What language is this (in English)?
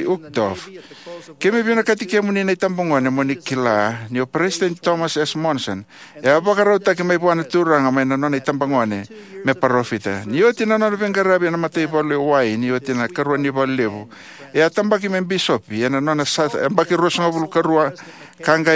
Fijian